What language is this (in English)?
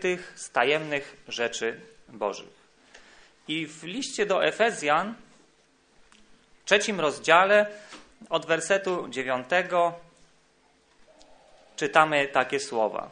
Polish